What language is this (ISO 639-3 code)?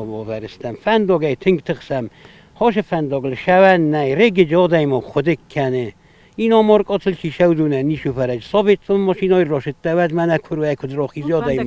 oss